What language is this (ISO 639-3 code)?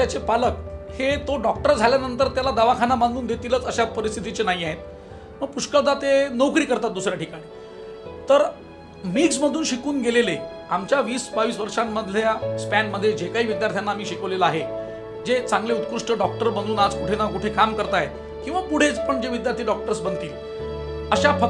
mar